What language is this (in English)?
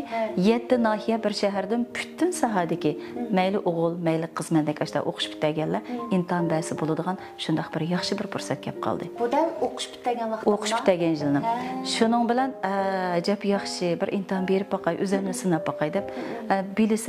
Uyghur